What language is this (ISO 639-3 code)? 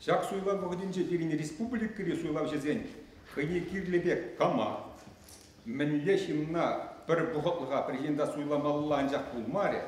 chv